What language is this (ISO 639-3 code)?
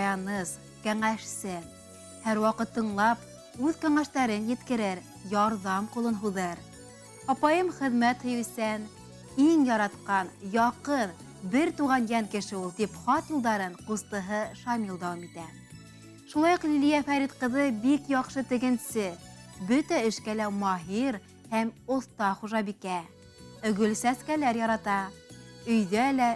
bak